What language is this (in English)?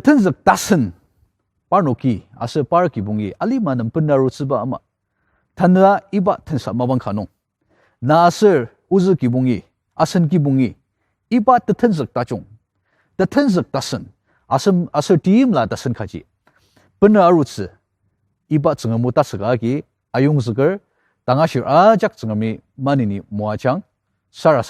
Ao Naga